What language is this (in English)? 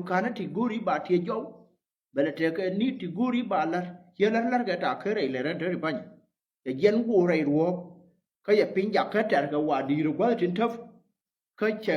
Nuer